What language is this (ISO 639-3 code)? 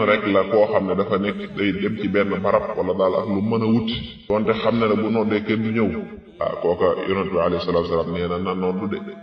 wol